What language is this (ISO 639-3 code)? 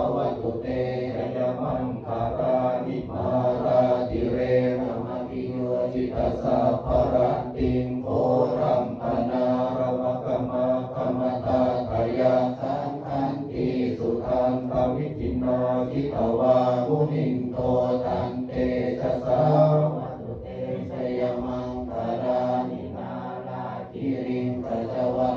pli